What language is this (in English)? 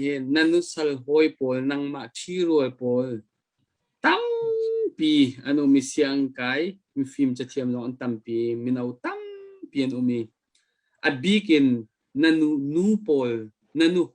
Hakha Chin